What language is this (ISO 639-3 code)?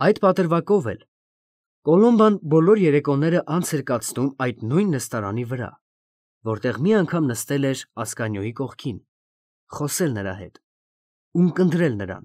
hye